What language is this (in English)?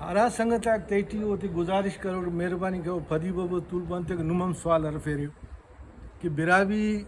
Brahui